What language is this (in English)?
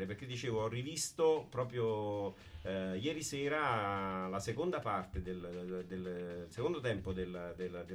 Italian